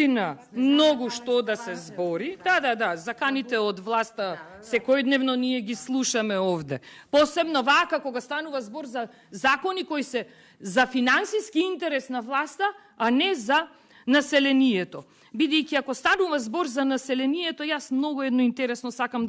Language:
Macedonian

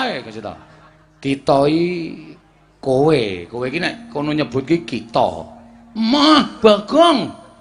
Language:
Javanese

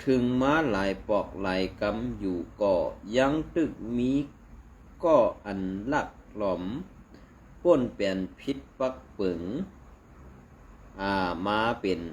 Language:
Shan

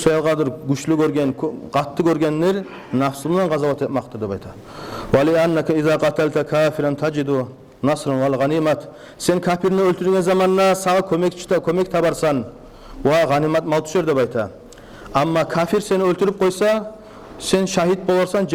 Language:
Kumyk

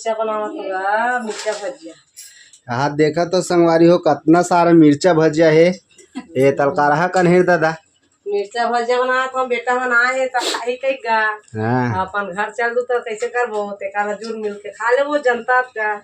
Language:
Chhattisgarhi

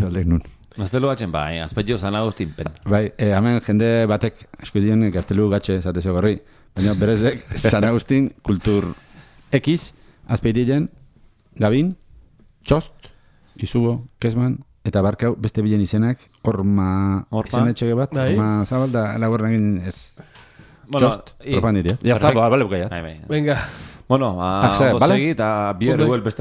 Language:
Basque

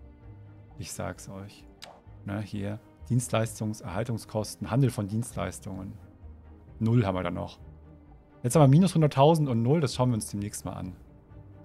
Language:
German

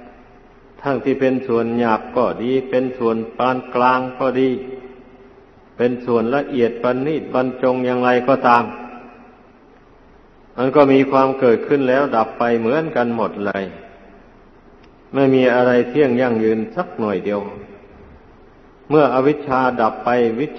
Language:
Thai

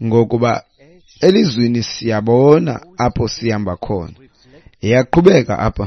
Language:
Xhosa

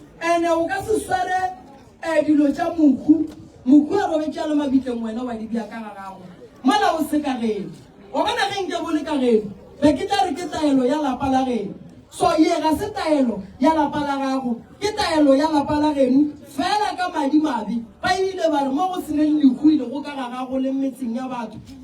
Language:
Northern Sotho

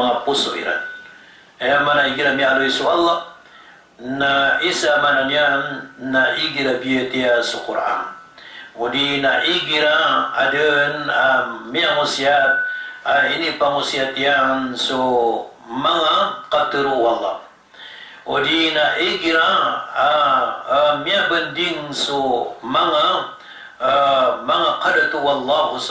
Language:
Maranao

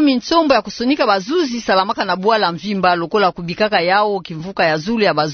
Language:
Kituba (Democratic Republic of Congo)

